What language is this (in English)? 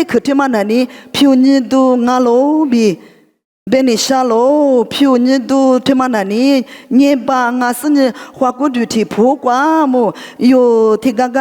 Lisu